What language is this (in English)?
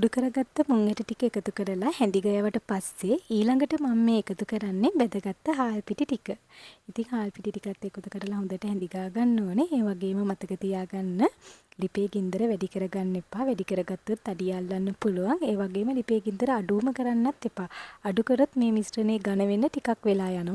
Sinhala